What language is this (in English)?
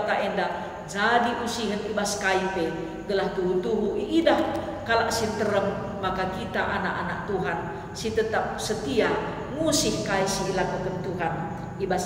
Batak Karo